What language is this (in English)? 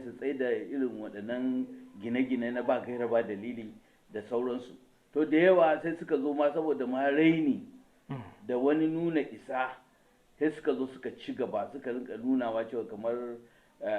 Hausa